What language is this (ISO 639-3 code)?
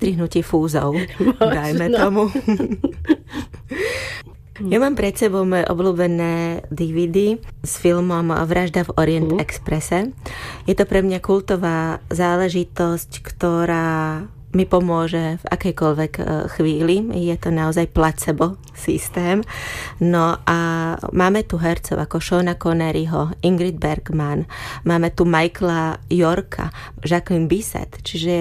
slk